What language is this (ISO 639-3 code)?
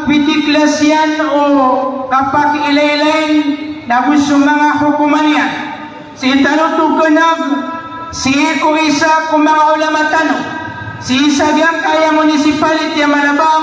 mrw